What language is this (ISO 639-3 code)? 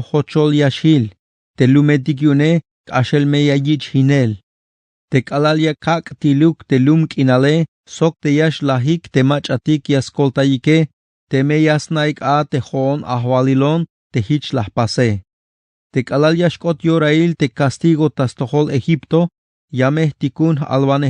tzh